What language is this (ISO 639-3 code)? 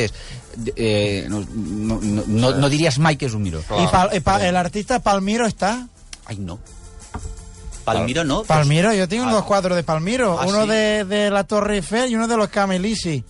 cat